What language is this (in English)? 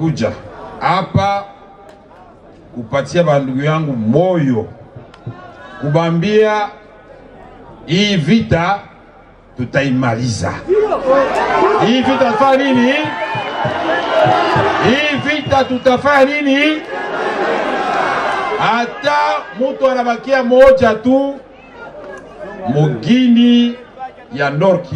Swahili